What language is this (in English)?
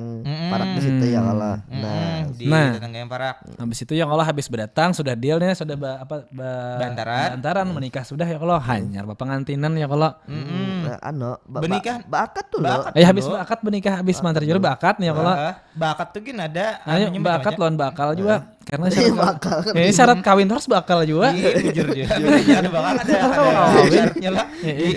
Banjar